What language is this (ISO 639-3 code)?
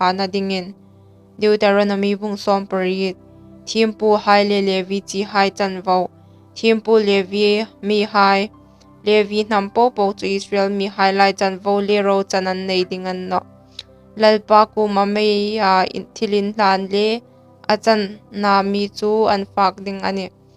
hmr